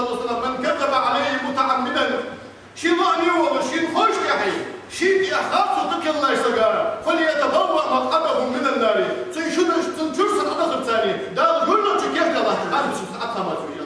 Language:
Ingush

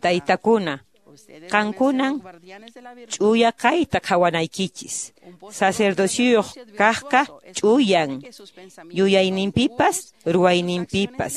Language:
Quechua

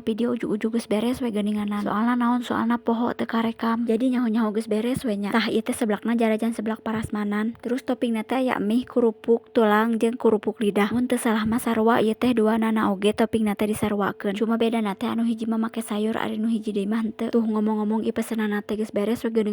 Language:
Sundanese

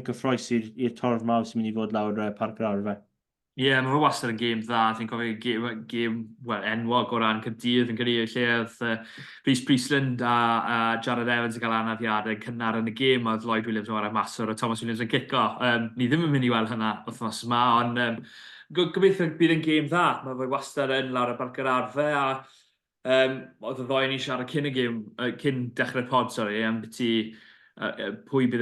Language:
Welsh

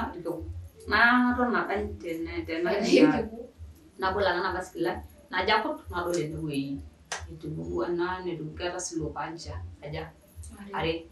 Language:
Masai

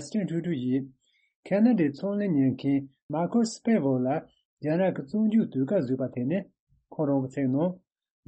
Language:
Tibetan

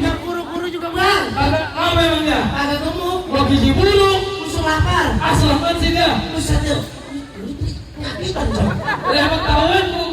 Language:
Betawi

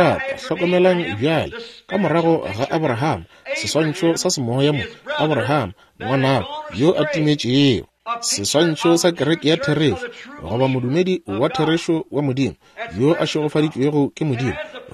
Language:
Northern Sotho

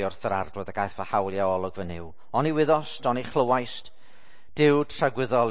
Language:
Welsh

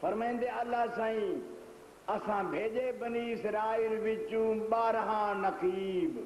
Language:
Saraiki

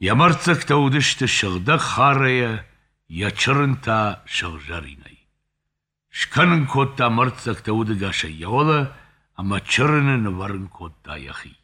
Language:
Ossetic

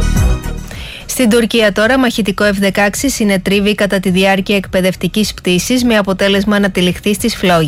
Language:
Greek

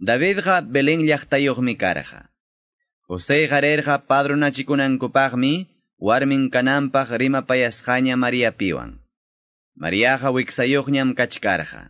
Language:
Quechua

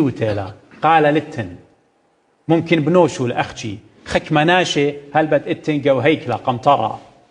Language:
Assyrian Neo-Aramaic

